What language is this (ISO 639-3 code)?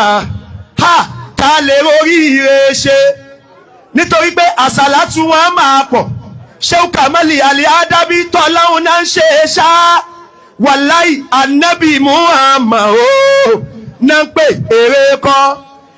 yor